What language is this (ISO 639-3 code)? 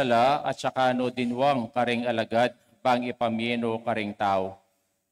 pam